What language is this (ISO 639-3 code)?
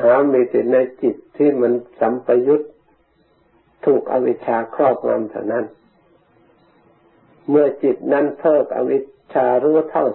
tha